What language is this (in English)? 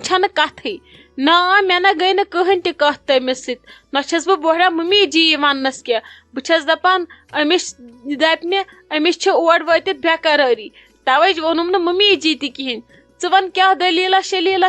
Kashmiri